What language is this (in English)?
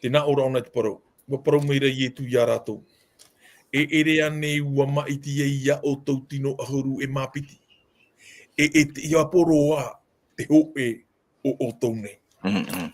Tahitian